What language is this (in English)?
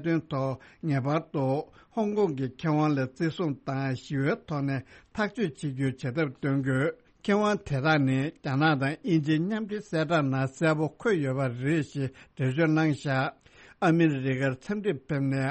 Tibetan